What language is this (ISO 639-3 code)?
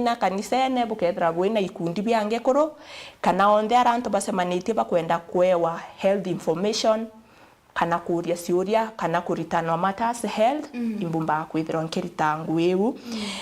mer